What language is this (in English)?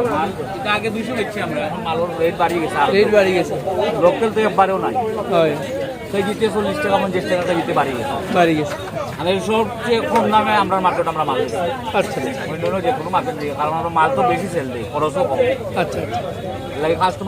Sylheti